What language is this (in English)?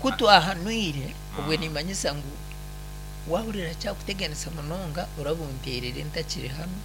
Nyankole